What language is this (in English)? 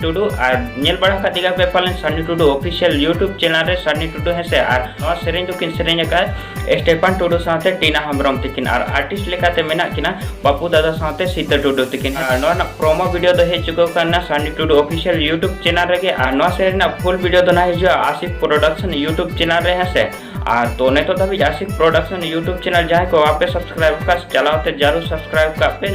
Santali